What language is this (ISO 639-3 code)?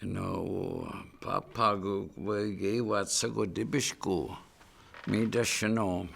ciw